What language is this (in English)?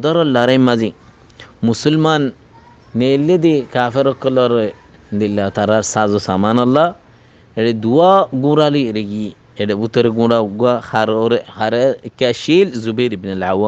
Rohingya